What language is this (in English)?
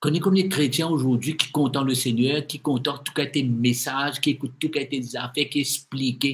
Morisyen